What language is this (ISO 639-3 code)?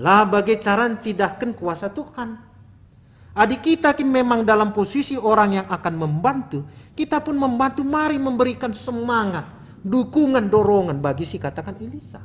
btx